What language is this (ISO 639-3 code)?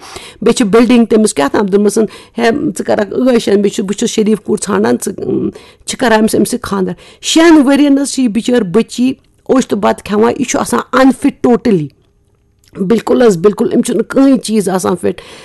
kas